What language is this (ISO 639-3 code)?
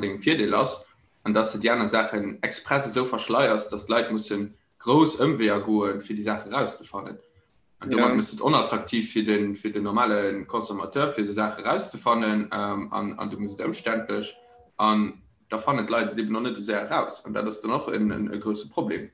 ltz